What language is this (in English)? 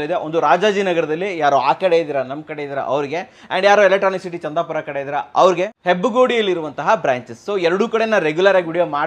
Kannada